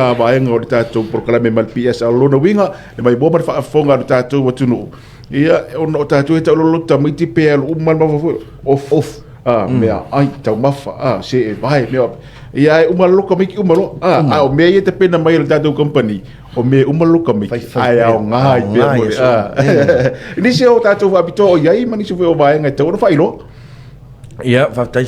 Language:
Samoan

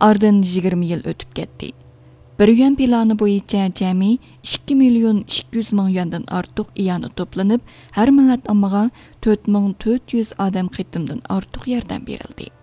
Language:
Uyghur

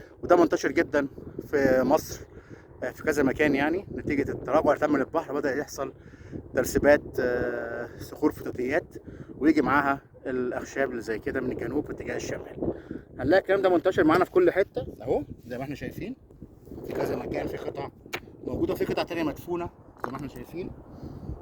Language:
Egyptian Arabic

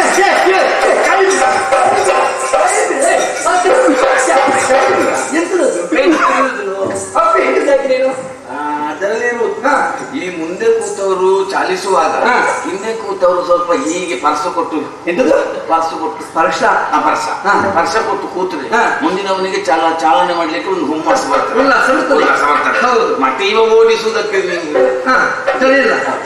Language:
Kannada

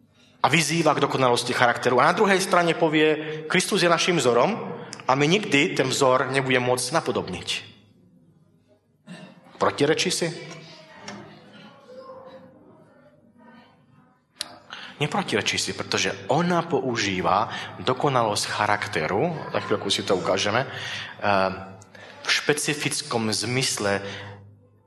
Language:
Slovak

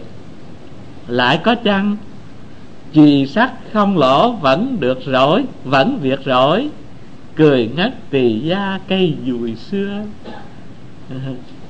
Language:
Vietnamese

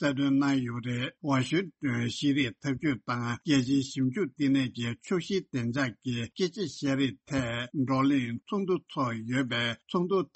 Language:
Tibetan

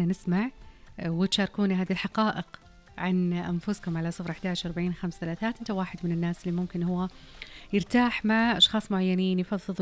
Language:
Najdi Arabic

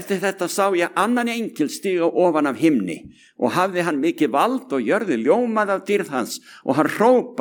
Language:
Icelandic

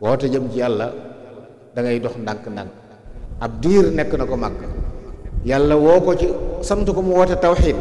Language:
Wolof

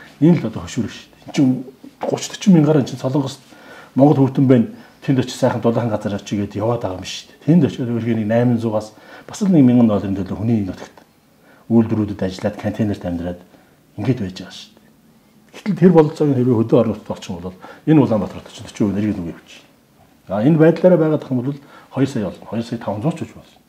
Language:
Mongolian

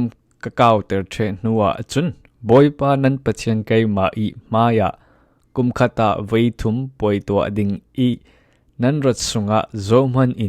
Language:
Falam Chin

